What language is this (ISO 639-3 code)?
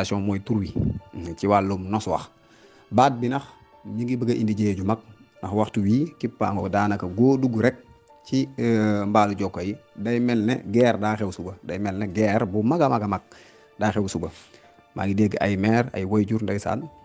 wol